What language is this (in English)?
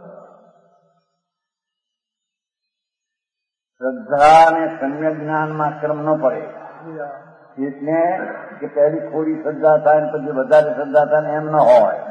Gujarati